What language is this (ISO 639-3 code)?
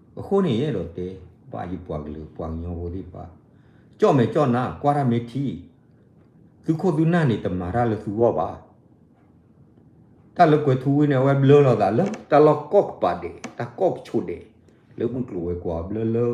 ksw